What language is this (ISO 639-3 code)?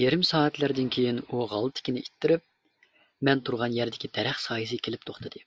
uig